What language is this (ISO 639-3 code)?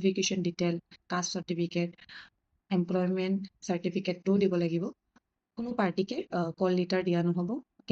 asm